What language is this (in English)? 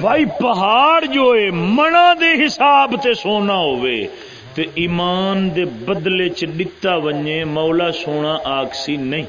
Saraiki